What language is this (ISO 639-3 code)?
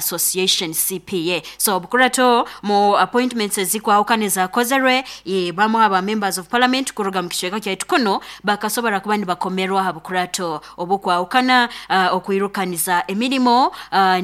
nyo